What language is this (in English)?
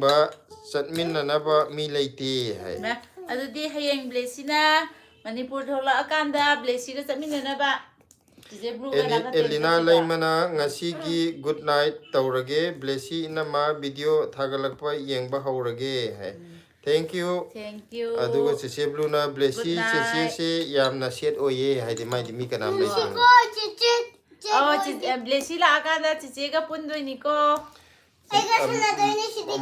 Manipuri